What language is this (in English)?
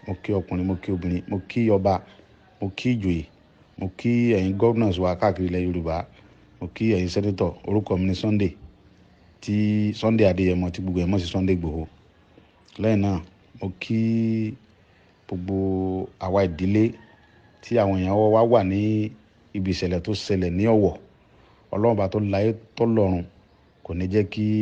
Yoruba